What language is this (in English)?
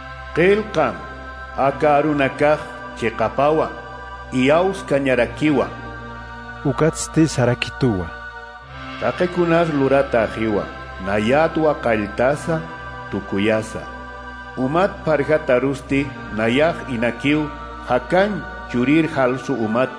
Aymara